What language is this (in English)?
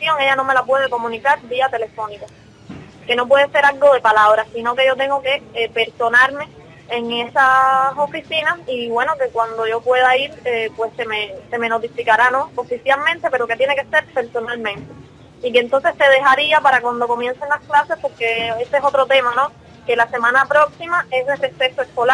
Spanish